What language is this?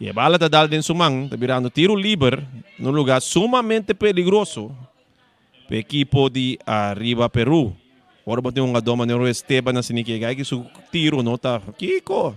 Papiamento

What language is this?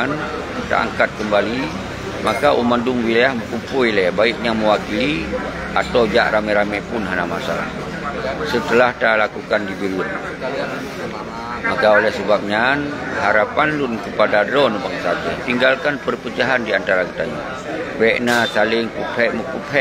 Achinese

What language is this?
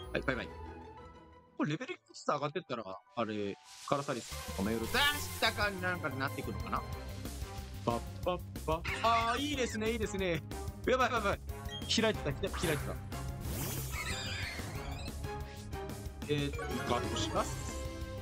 Japanese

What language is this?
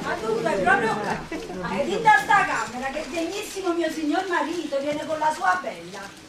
Neapolitan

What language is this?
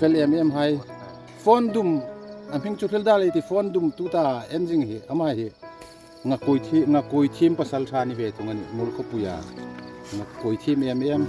Hmar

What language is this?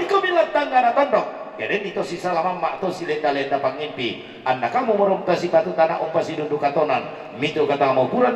Toraja-Sa'dan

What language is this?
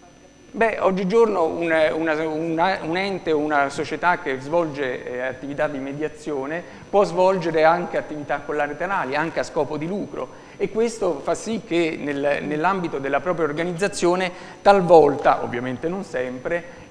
Italian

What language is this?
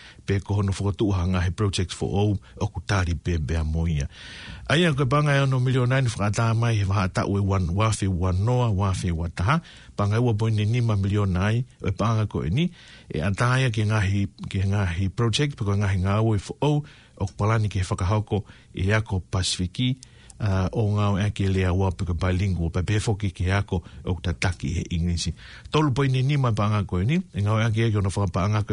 Tongan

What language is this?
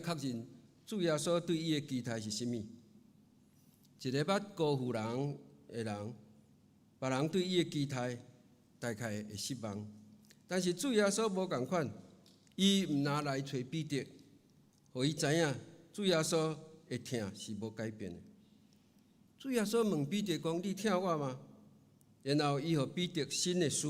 Min Nan Chinese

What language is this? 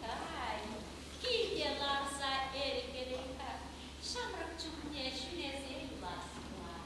Chuvash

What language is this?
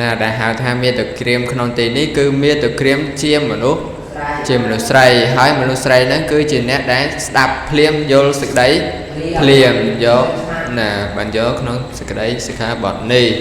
Khmer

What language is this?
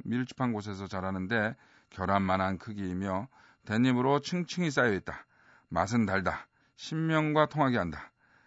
Korean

